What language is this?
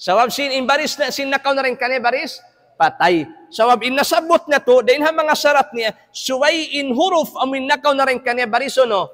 Tausug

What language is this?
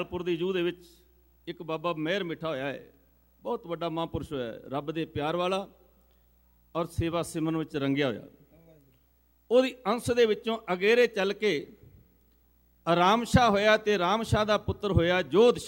Punjabi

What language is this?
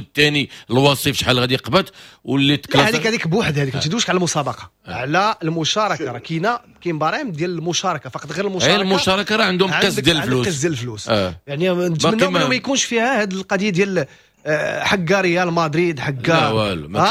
Moroccan Arabic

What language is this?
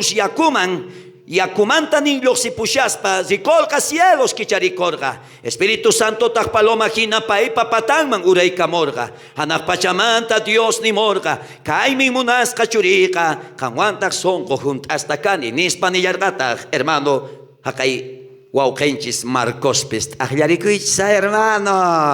South Bolivian Quechua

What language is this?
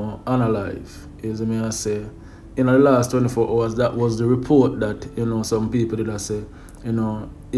Jamaican Creole English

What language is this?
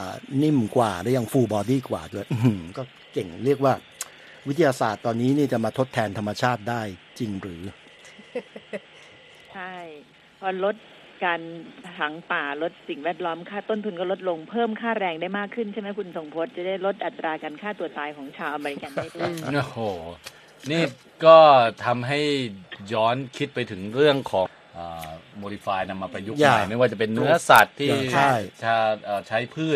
Thai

